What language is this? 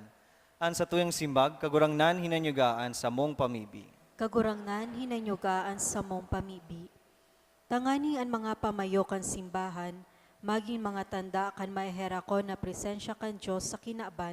Bikol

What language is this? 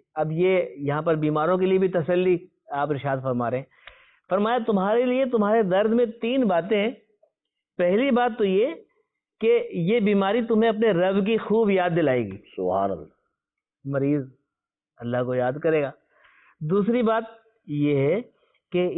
Urdu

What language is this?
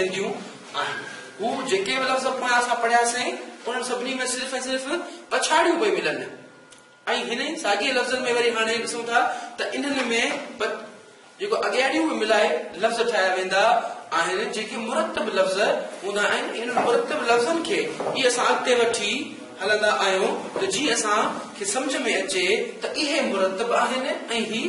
Sindhi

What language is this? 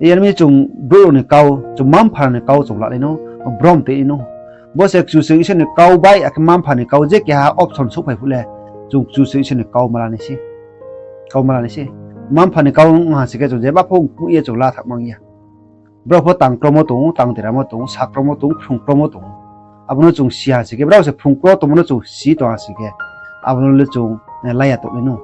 Riang (India)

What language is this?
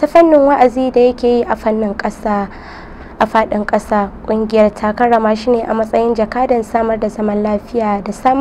Hausa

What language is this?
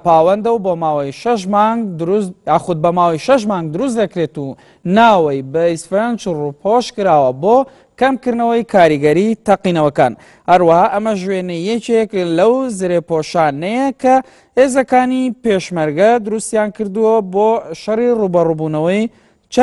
Central Kurdish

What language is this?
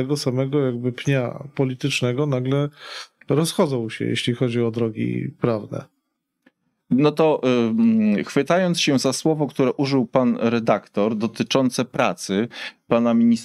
Polish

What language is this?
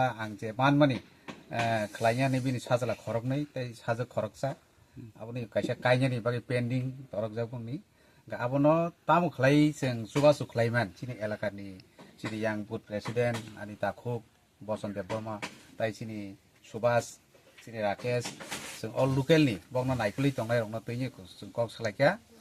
Kok Borok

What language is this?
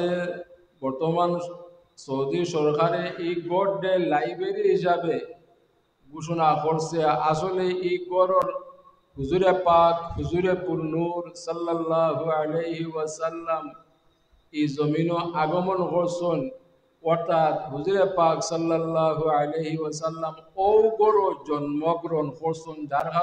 Sylheti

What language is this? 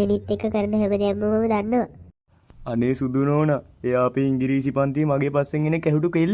Sinhala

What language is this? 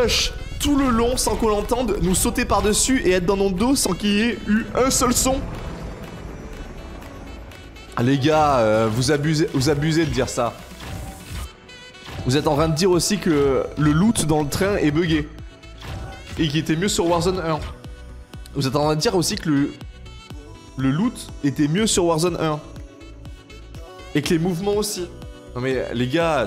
French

